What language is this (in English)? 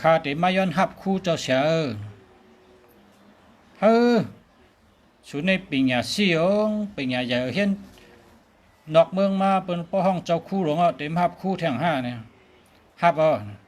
Shan